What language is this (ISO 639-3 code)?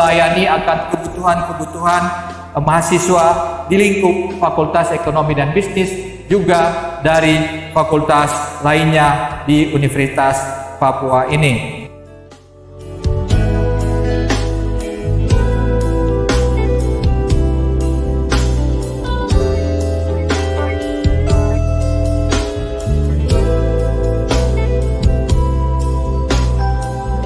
ind